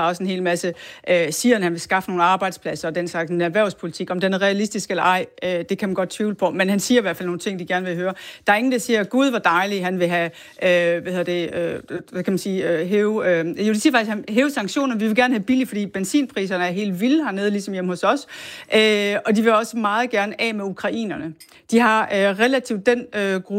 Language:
Danish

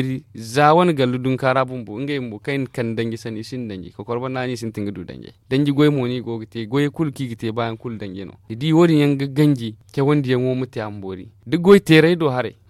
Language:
Zarma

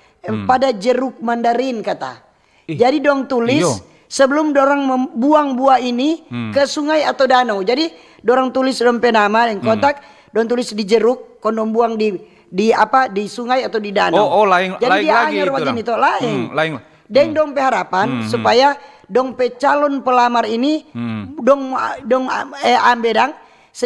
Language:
Manado Malay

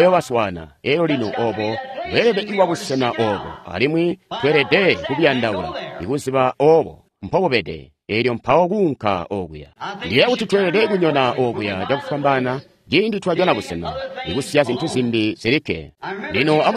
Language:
Tonga (Zambia)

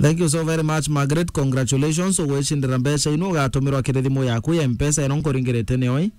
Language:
Meru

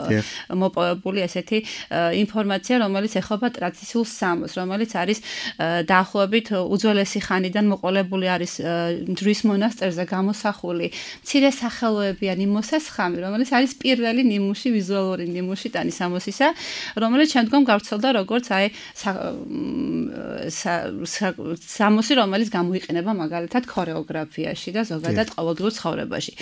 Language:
Georgian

